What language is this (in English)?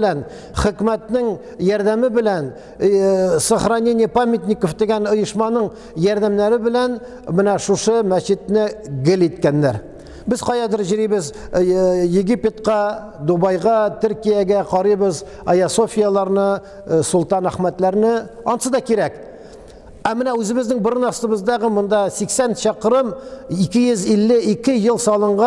Tatar